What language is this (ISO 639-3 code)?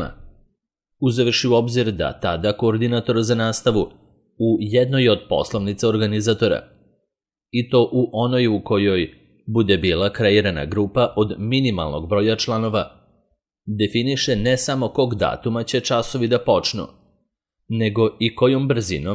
srp